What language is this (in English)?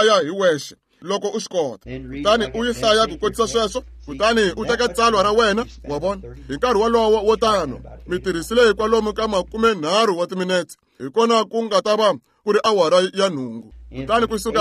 Tsonga